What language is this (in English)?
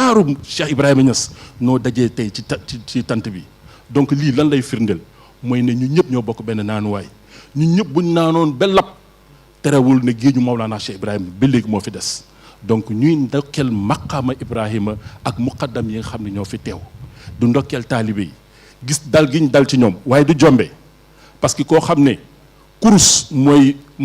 Wolof